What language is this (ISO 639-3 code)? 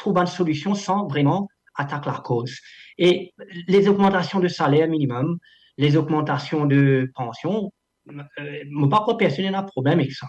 mfe